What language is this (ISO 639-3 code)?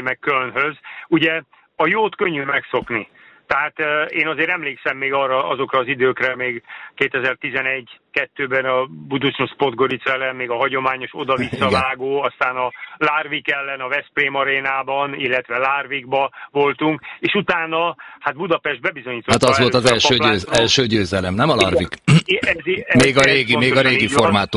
hun